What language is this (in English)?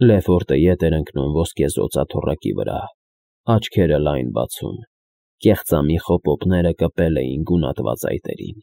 Armenian